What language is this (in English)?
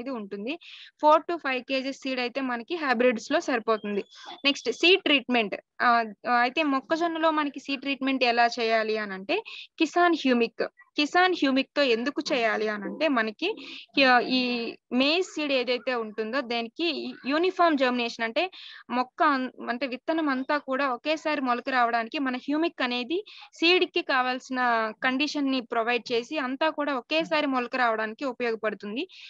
Telugu